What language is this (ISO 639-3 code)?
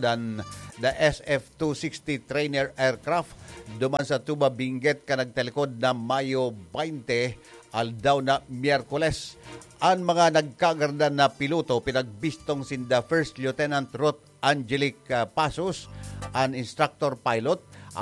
bik